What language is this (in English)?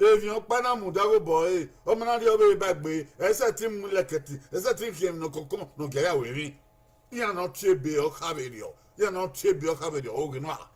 Bini